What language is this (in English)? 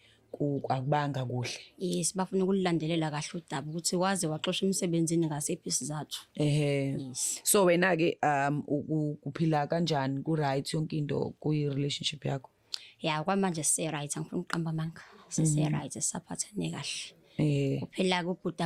Zulu